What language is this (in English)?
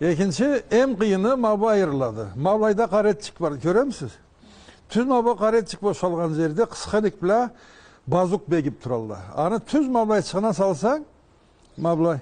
Karachay-Balkar